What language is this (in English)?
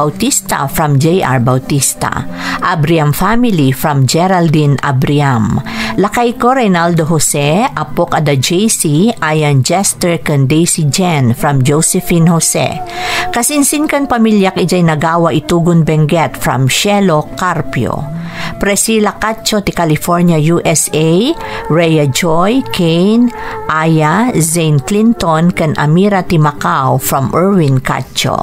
Iloko